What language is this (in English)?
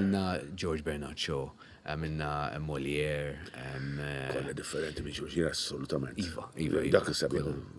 Maltese